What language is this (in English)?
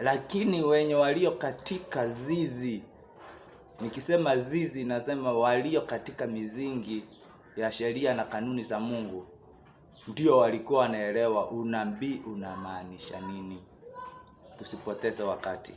Swahili